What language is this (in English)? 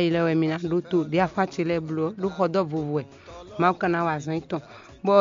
Fon